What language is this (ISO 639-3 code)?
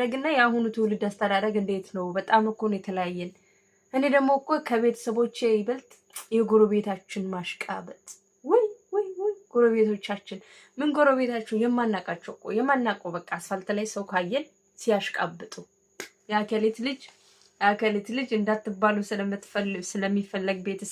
amh